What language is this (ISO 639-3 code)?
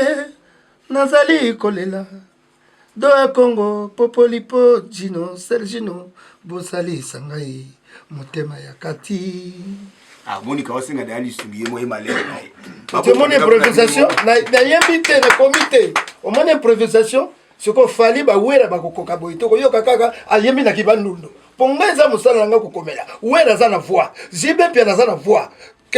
lin